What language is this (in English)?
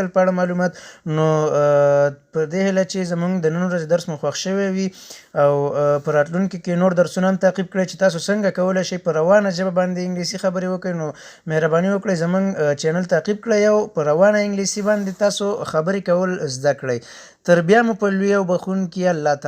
Pashto